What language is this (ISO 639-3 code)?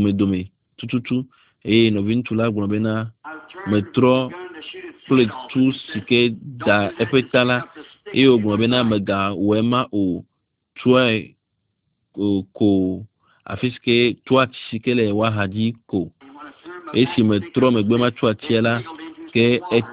ewe